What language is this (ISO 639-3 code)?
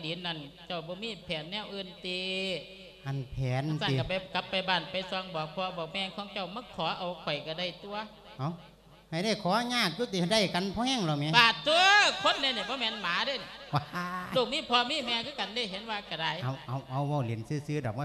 lao